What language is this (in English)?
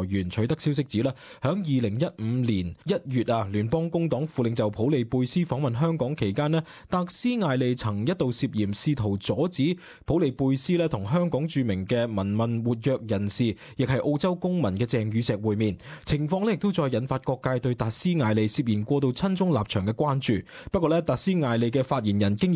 Cantonese